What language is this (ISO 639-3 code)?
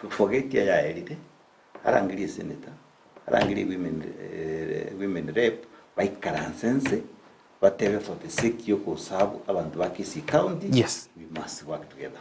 guz